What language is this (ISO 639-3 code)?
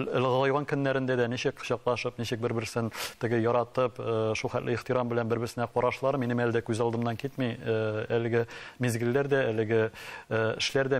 tat